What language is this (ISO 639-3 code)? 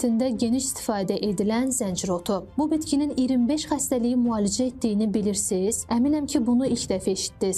aze